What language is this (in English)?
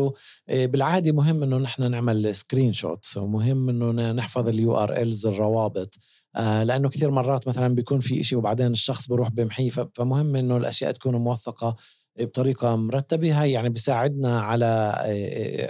North Levantine Arabic